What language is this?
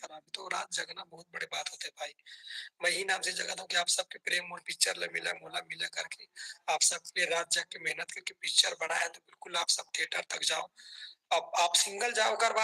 Chhattisgarhi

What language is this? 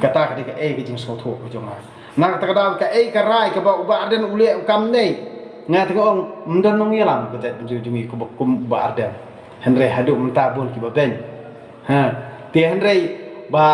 Khasi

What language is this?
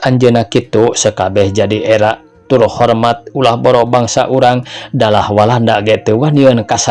Sundanese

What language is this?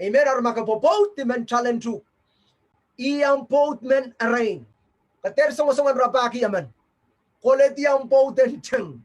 Pohnpeian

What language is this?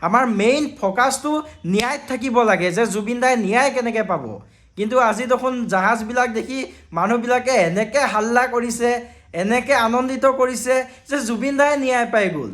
Assamese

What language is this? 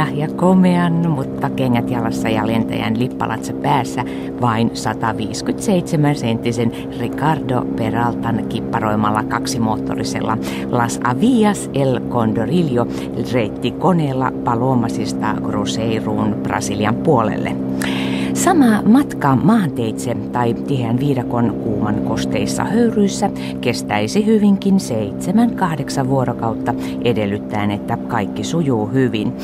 Finnish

